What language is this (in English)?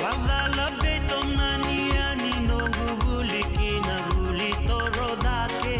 Fijian